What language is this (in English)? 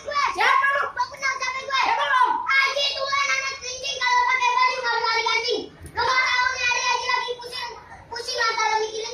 Betawi